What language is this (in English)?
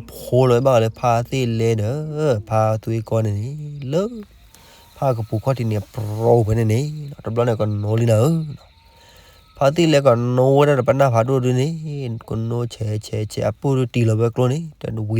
S'gaw Karen